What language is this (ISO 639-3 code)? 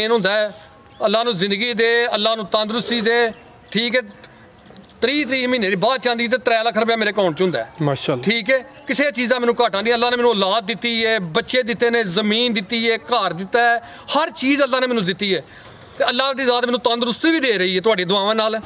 pan